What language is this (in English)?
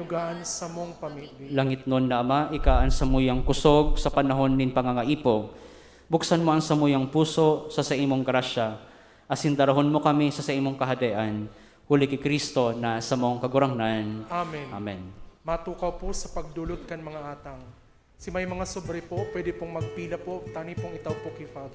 Bikol